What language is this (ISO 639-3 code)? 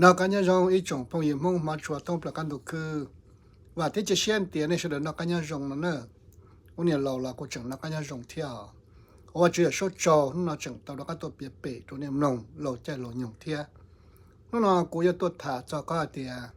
hmn